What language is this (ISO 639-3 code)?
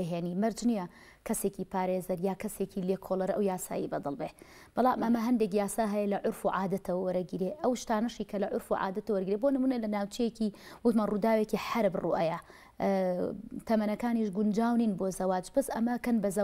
ckb